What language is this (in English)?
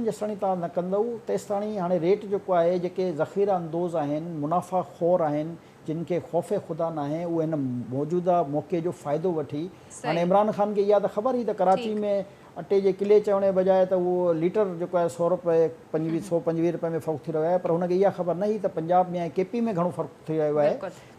Sindhi